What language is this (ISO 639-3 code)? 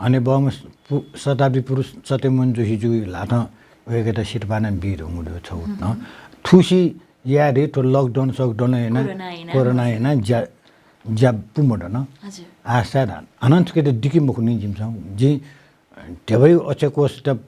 new